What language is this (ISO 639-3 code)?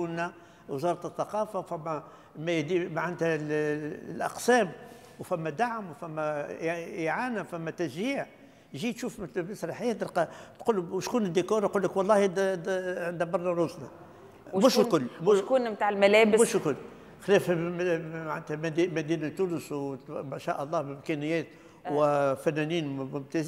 aeb